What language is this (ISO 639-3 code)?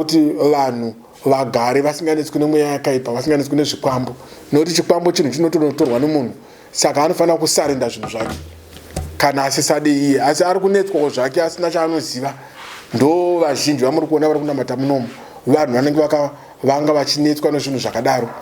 sna